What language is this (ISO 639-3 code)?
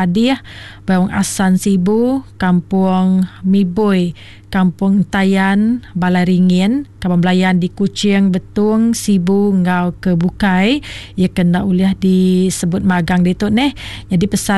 iba